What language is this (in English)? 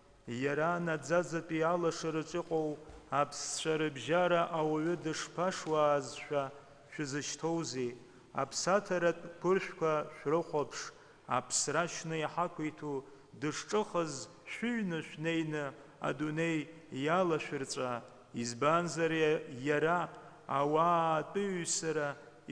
Abkhazian